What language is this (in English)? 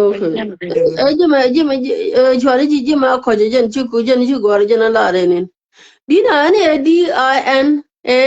Nuer